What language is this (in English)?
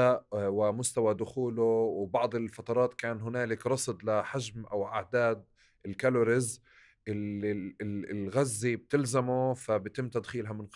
North Levantine Arabic